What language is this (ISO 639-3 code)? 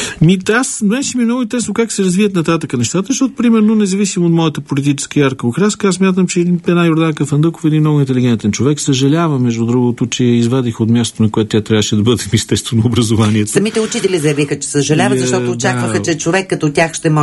bul